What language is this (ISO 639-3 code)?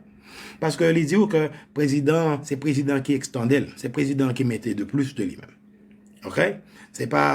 hat